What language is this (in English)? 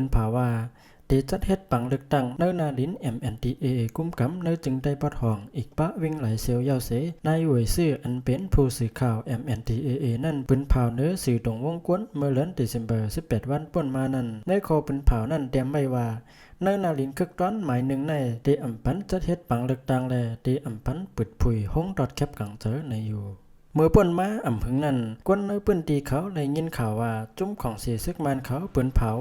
Shan